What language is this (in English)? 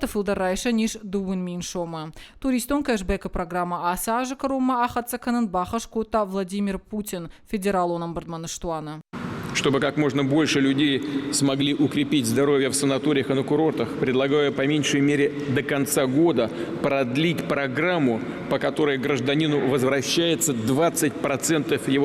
Ossetic